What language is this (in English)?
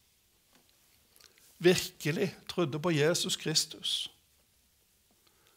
Norwegian